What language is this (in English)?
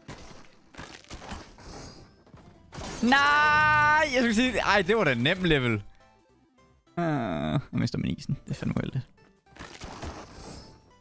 Danish